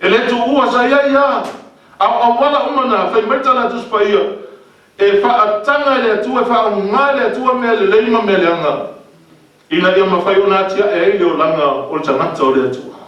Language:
Samoan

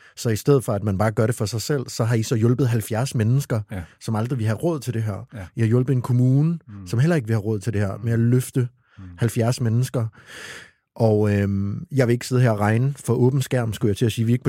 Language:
Danish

